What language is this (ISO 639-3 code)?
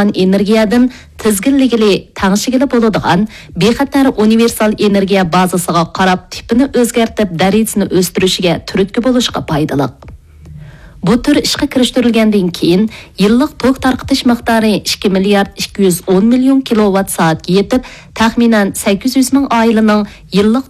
uig